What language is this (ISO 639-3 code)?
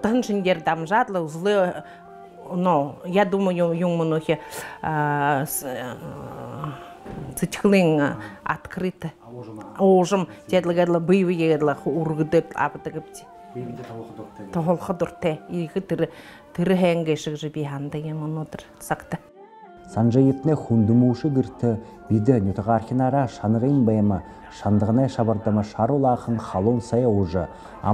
bua